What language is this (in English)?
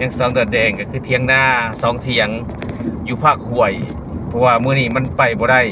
Lao